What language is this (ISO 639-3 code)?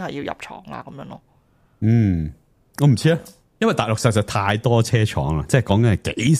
yue